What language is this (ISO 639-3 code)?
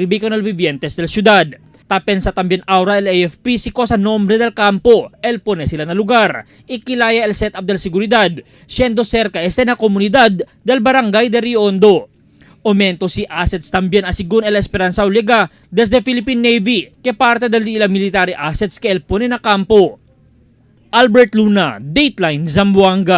cbk